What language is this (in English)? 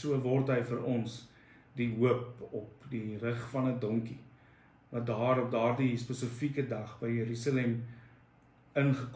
Afrikaans